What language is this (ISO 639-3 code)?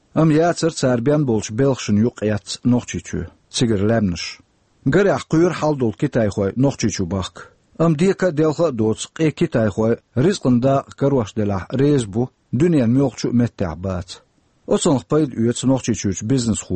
che